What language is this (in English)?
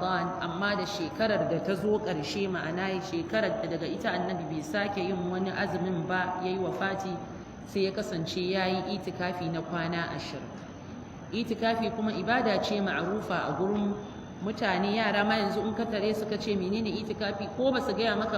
Hausa